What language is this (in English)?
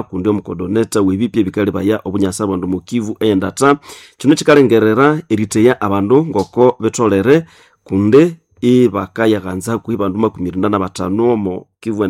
Nande